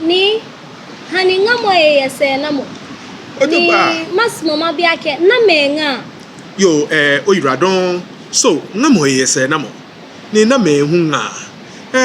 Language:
Ga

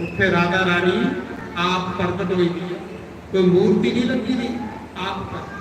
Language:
Dogri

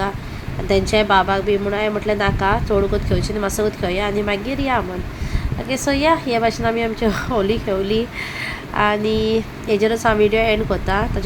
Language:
Konkani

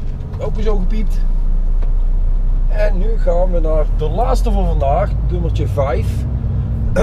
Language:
Dutch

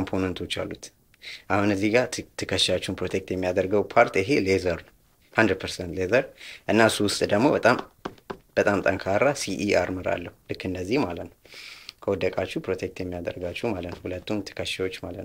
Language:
Amharic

